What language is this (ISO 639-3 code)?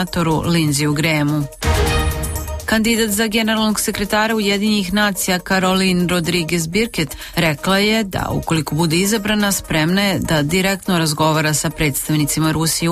srp